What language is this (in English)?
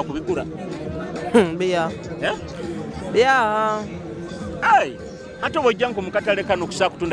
Nyoro